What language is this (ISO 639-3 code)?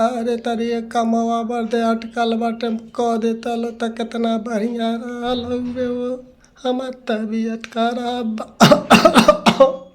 bho